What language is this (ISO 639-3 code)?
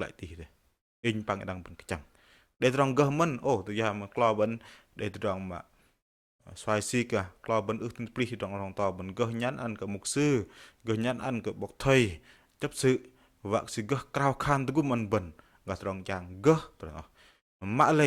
bdq